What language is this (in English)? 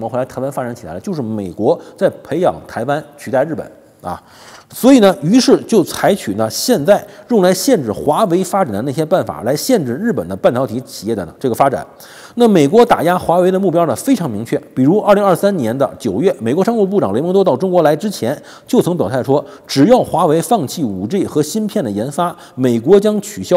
Chinese